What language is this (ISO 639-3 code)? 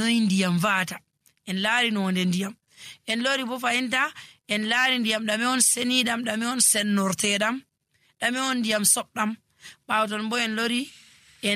fuv